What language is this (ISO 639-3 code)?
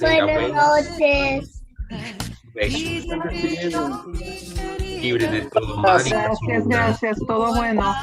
lad